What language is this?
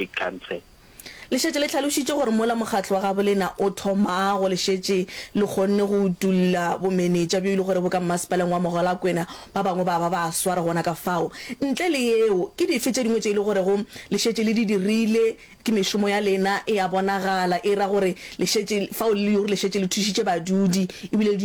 Northern Sotho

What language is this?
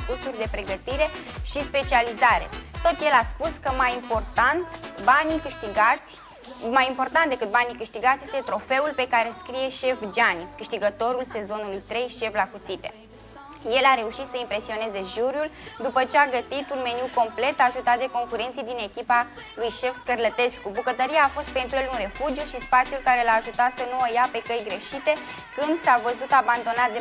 Romanian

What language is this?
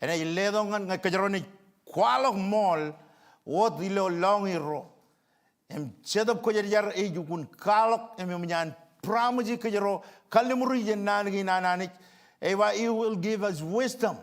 Marshallese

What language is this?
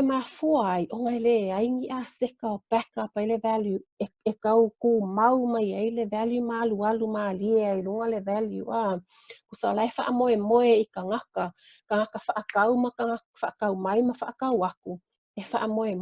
Samoan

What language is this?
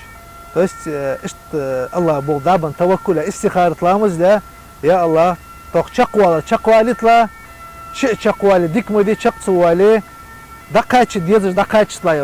Chechen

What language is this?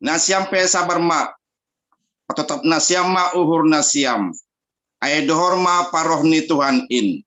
Batak Simalungun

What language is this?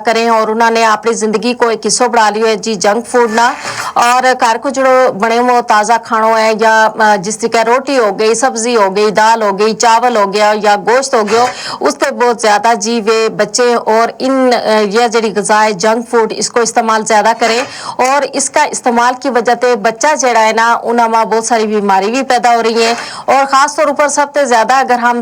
Gujari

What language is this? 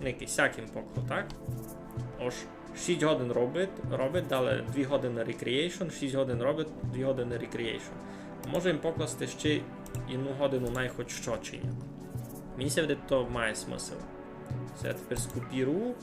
Rusyn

